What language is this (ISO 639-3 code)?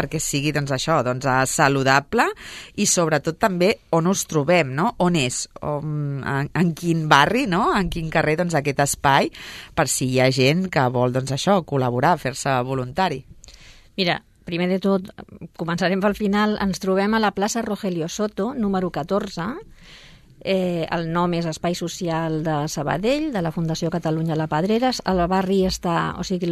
cat